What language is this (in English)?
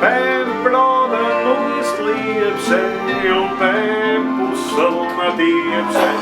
Bavarian